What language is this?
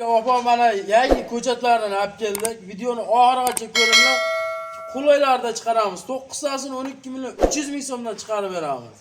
Uzbek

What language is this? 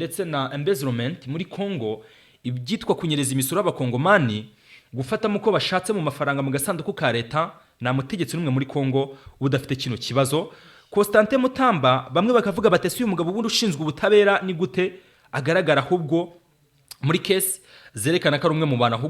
Kinyarwanda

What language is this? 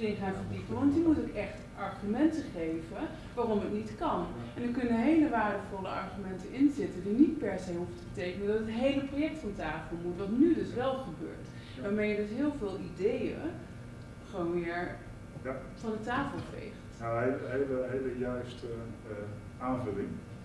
Dutch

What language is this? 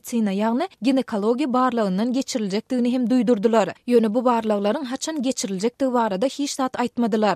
Turkmen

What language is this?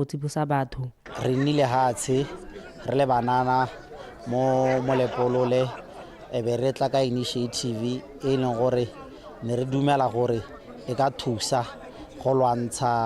Tswana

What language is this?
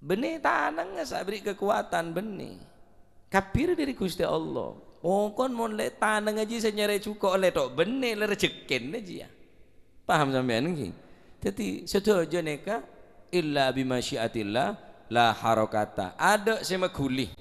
Madurese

